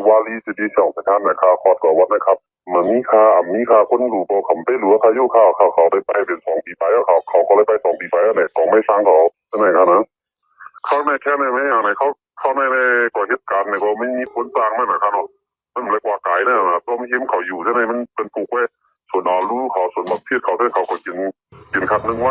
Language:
Shan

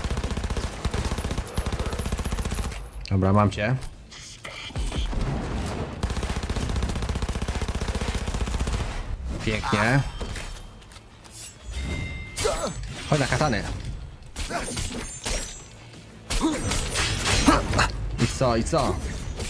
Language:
Polish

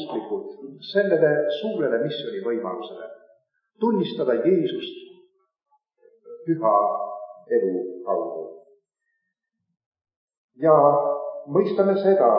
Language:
Estonian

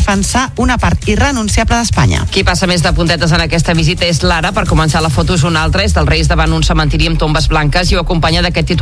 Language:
Catalan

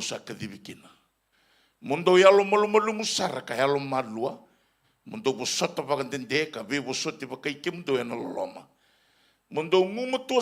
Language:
Fijian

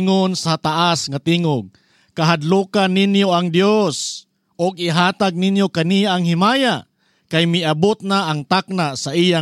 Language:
Cebuano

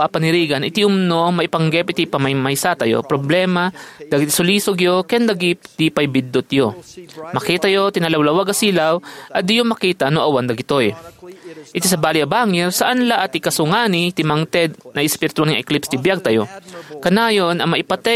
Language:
Iloko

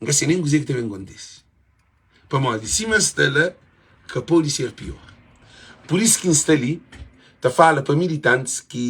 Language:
Kabuverdianu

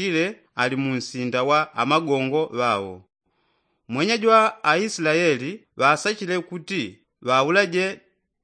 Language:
Yao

